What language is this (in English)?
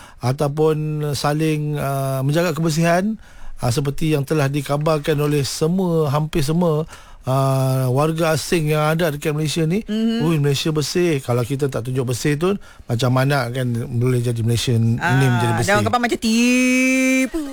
Malay